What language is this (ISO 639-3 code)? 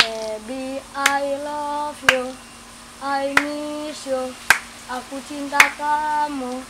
bew